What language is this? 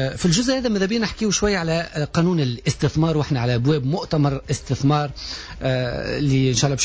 Tunisian Arabic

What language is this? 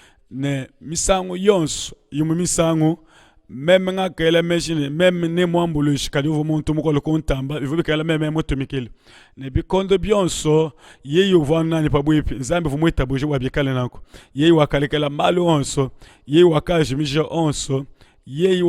Luba-Lulua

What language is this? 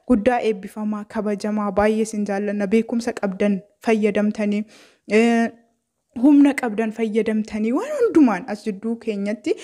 Oromo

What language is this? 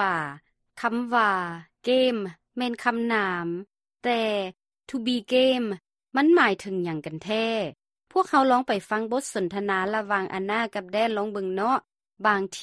Lao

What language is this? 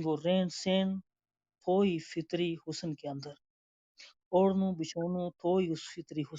Gujari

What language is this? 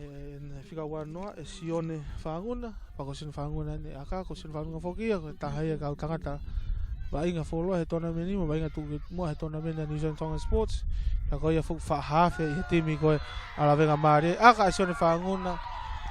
Tongan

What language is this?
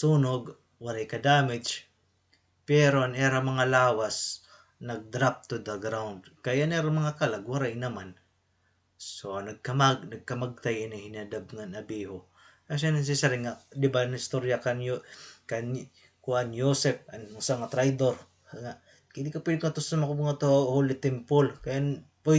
Waray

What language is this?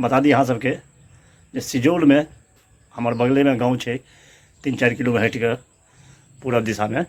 Maithili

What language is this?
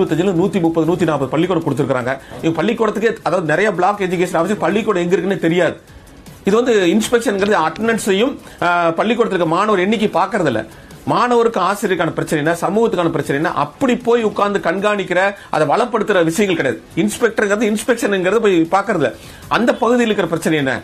Tamil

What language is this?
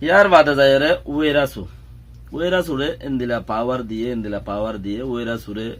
Rohingya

